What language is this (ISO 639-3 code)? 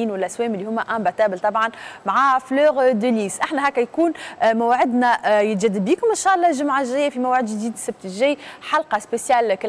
aeb